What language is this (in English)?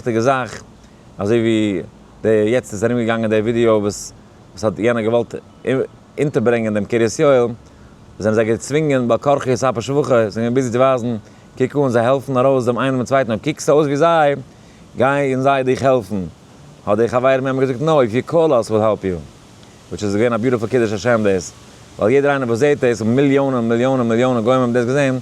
Yiddish